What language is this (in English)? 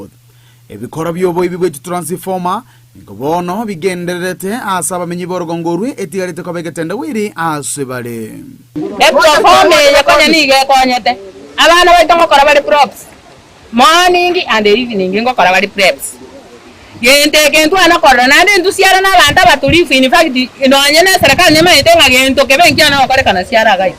Gusii